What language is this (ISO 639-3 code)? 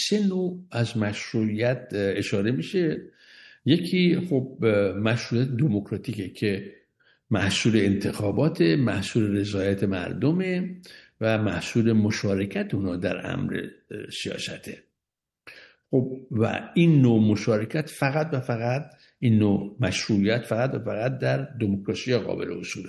fas